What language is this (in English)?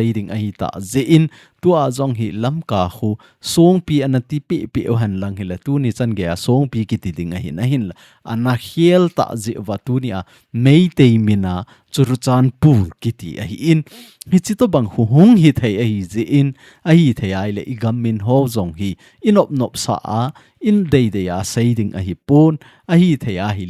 Thado Chin